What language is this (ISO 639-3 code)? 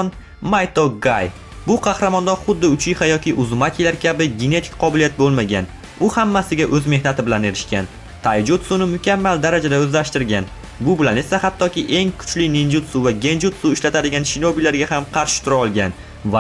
uzb